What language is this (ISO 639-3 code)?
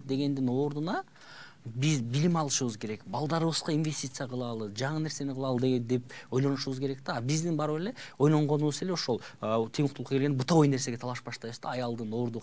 kir